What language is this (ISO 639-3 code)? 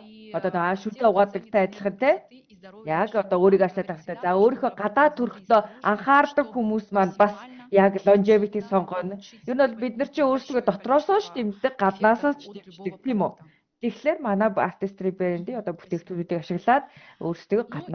mon